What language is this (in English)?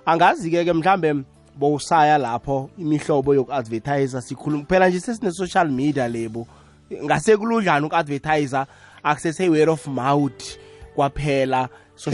South Ndebele